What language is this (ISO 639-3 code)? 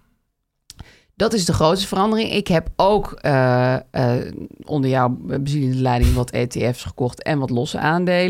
nld